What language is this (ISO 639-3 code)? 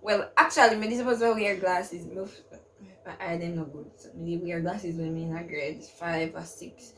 jam